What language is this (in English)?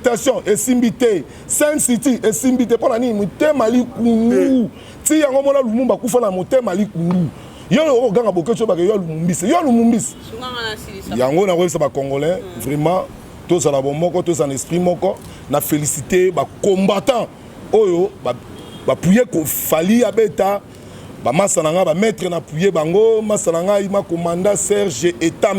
Lingala